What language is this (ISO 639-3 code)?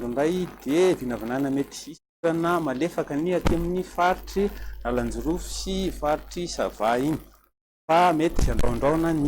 mlg